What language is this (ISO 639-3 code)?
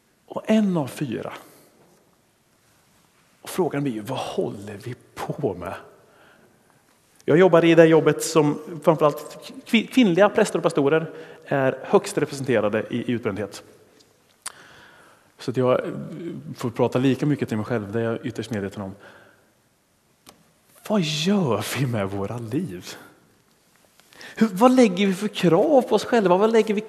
swe